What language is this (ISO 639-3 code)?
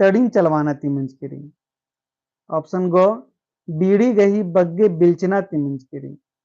kru